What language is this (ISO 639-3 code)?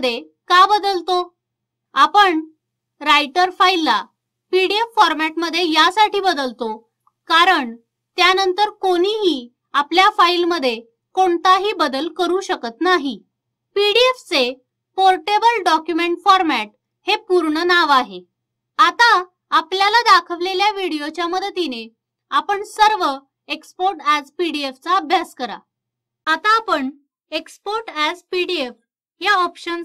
mar